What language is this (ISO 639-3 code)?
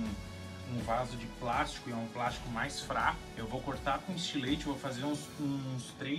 por